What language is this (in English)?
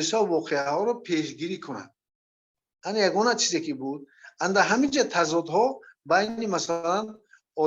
Persian